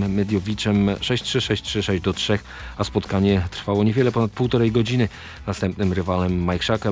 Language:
Polish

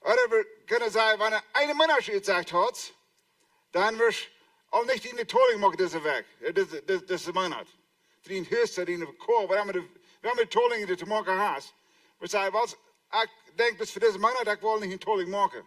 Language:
Plautdietsch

